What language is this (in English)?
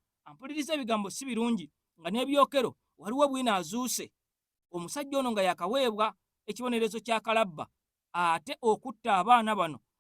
Ganda